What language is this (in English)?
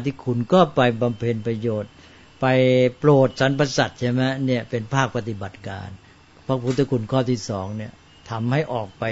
Thai